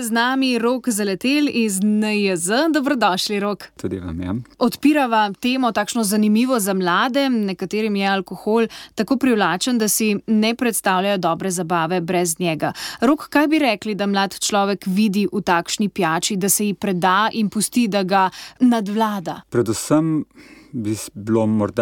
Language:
Slovenian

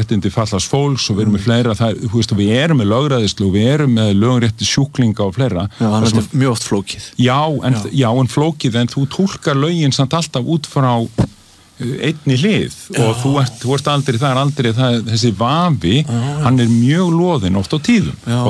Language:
Icelandic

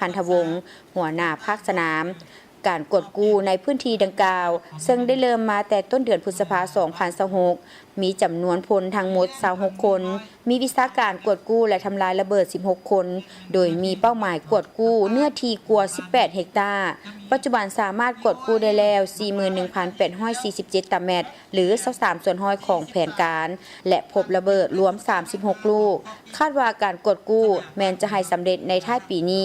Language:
Lao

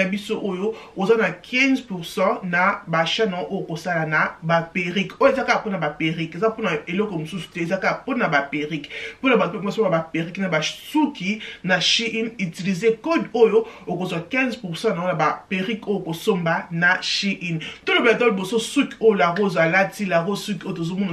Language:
Lingala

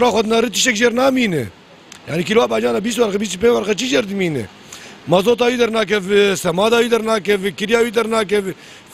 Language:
Kurdish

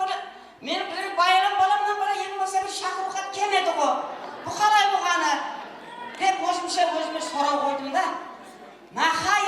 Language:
Kara-Kalpak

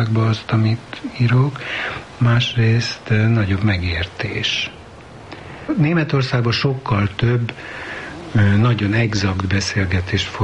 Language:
Hungarian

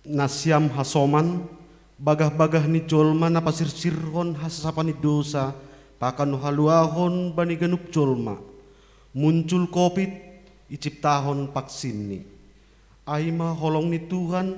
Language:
Batak Simalungun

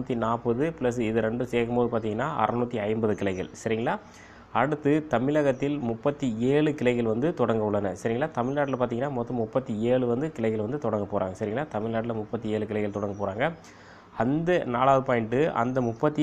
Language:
Tamil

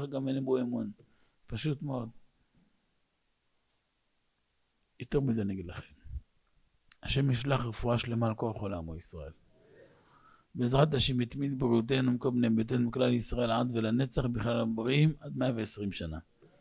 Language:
Hebrew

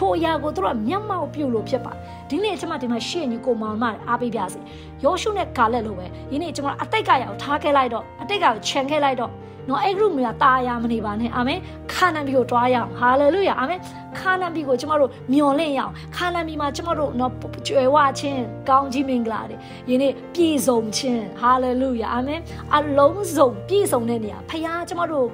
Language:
Burmese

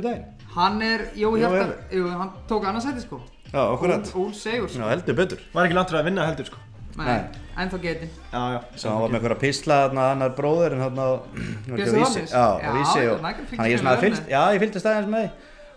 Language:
Icelandic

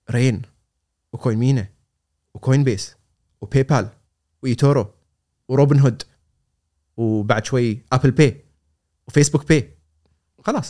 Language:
Gulf Arabic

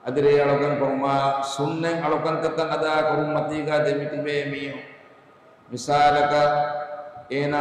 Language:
Divehi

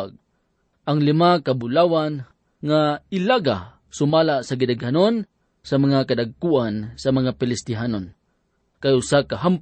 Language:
Cebuano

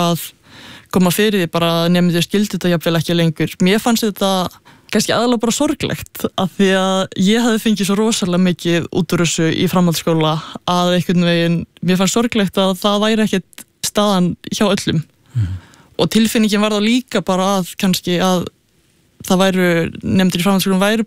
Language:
Icelandic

